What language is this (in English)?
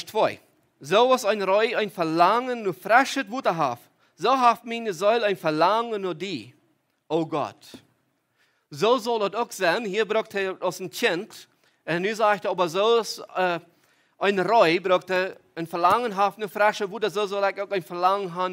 Plautdietsch